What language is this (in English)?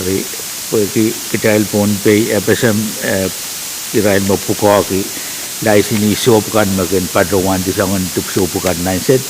Pohnpeian